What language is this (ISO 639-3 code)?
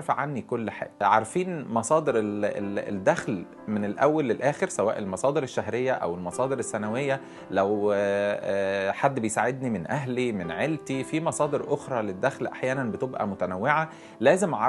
arz